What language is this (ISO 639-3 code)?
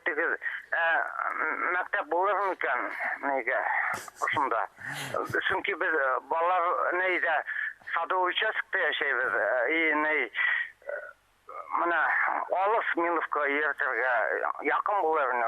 bak